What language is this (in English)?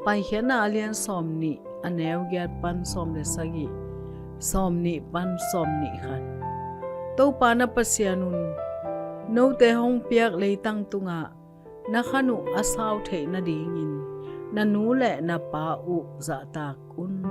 Tedim Chin